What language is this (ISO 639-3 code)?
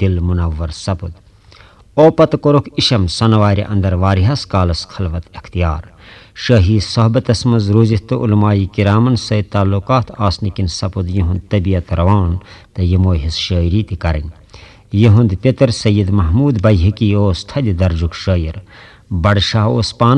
kas